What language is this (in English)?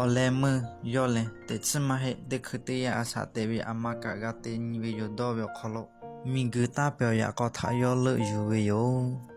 Lahu